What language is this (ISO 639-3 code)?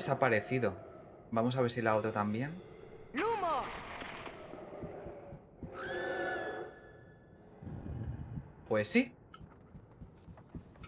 spa